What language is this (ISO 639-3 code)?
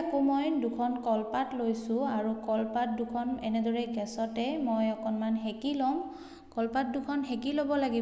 asm